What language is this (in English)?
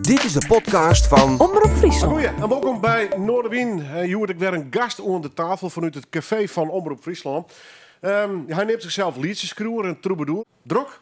Western Frisian